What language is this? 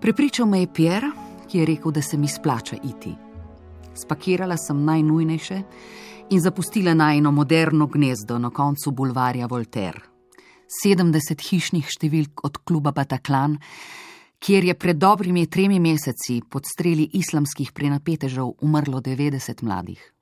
Slovenian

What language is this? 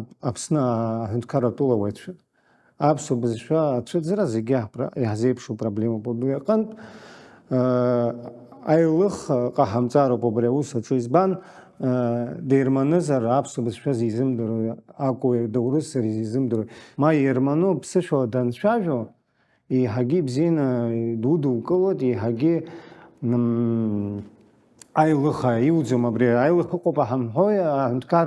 Abkhazian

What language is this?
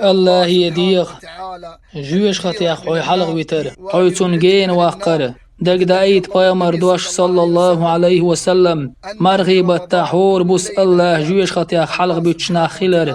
Chechen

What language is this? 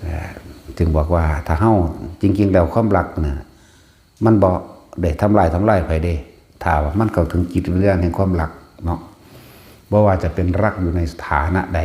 Northeastern Thai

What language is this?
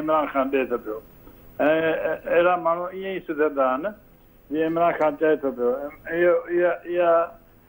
Sindhi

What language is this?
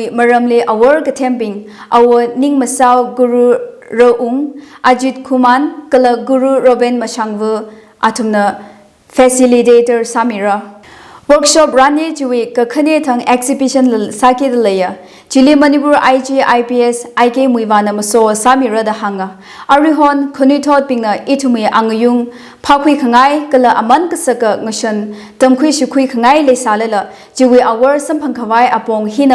Tangkhul Naga (India)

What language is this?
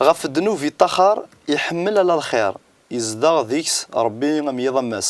Kabyle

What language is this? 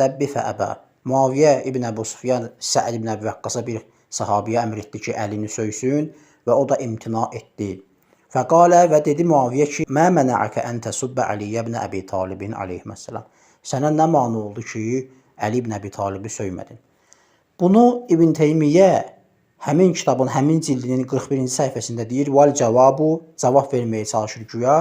Azerbaijani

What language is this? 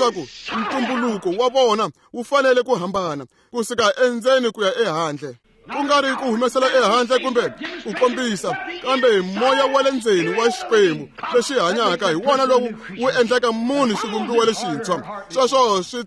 Tsonga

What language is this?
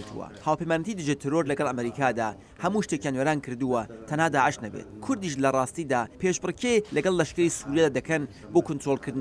Central Kurdish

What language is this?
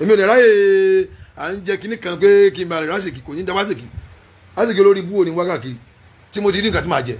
Yoruba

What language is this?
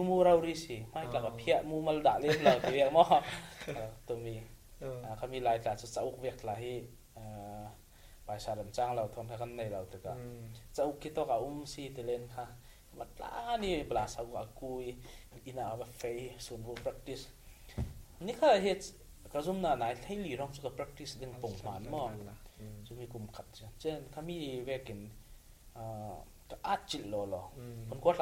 Falam Chin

